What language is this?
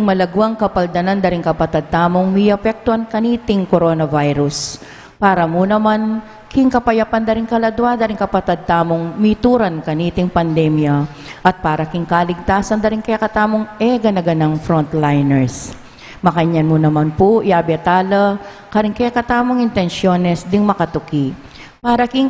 Pampanga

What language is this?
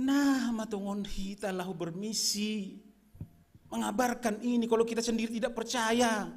Batak Simalungun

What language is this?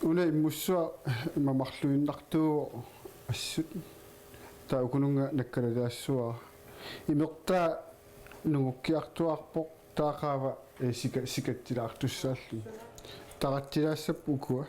Kalaallisut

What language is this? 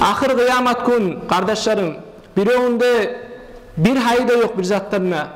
Kumyk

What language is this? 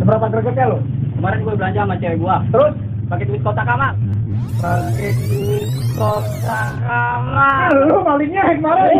Betawi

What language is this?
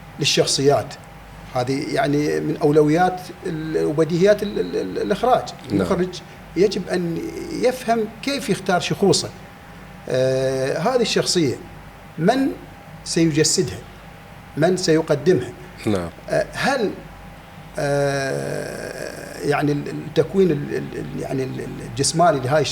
Mesopotamian Arabic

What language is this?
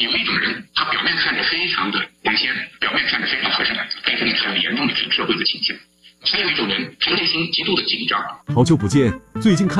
Chinese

